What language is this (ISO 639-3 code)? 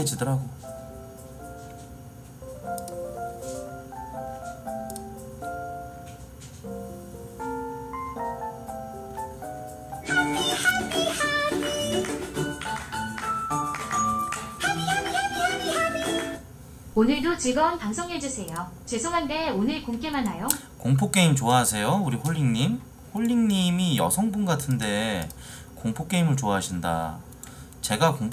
kor